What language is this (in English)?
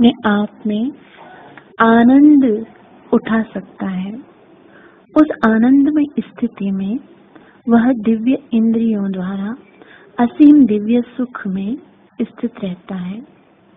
Hindi